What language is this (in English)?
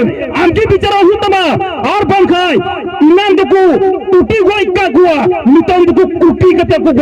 Santali